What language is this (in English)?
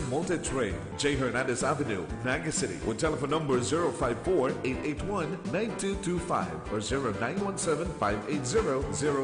Bikol